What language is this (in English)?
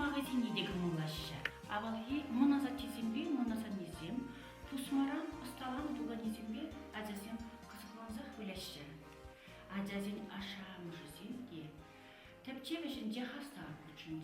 Chuvash